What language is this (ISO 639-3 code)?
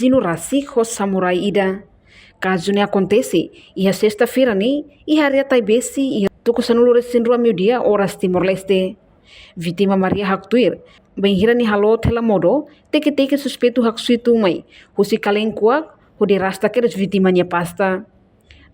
tet